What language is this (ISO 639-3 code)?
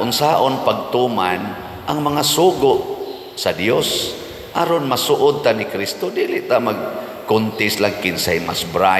ceb